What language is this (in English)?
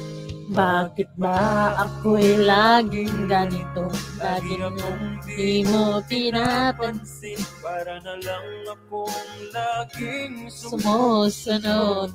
Filipino